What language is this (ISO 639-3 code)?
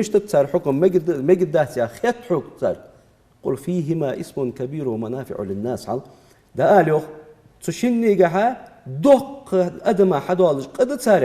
inh